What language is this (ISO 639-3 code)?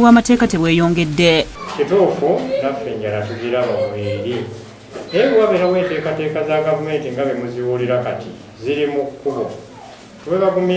lug